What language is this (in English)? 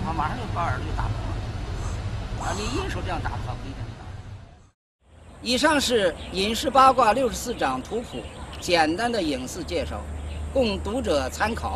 Chinese